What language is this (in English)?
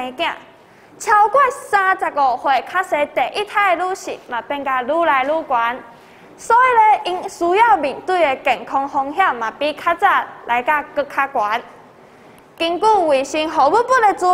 Min Nan Chinese